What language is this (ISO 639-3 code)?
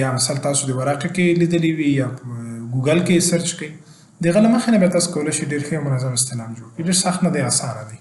pus